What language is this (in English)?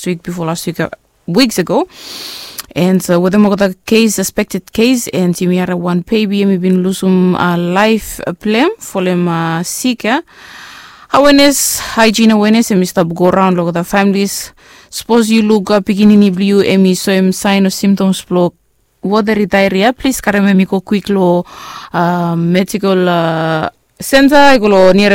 Bislama